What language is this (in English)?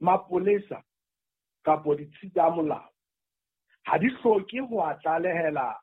Southern Sotho